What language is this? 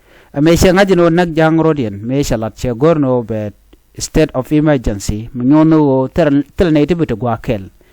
Nuer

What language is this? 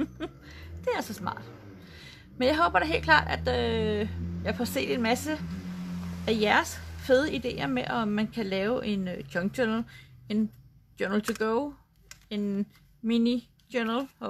Danish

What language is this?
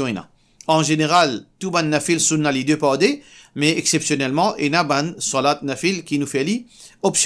Morisyen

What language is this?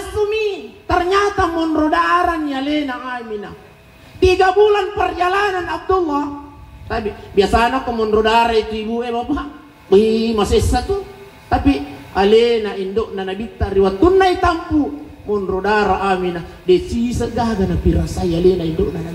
Buginese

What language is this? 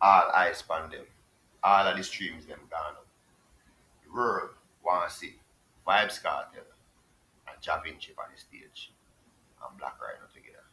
Jamaican Creole English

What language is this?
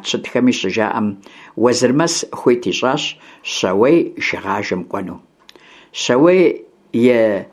Kabardian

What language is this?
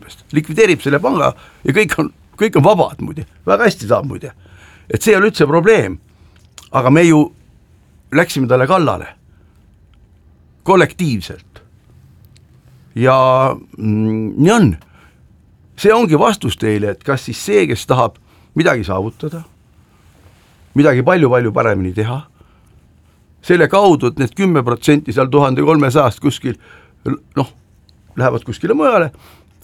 Estonian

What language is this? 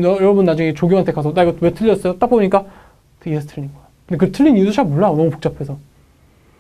Korean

